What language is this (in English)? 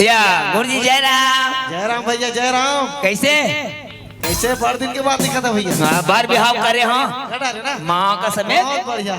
Chhattisgarhi